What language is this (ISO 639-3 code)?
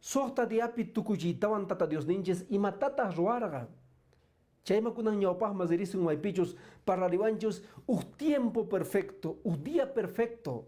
que